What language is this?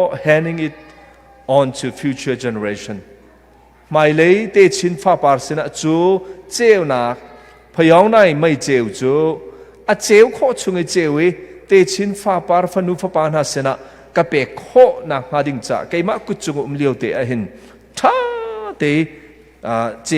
Hakha Chin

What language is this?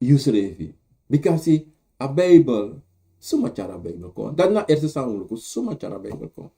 Sranan Tongo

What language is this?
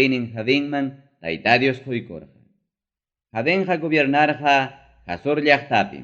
Ayacucho Quechua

